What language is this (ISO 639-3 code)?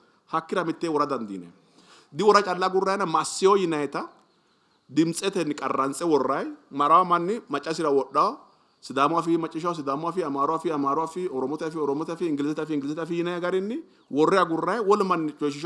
sid